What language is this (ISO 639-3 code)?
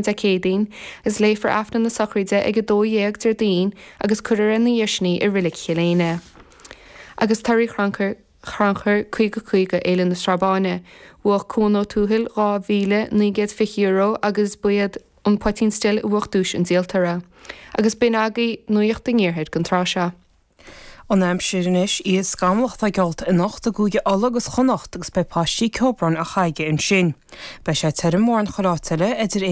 gle